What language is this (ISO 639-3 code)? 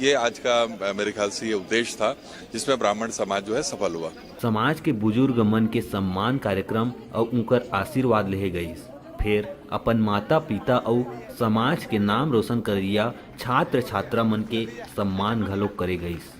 hne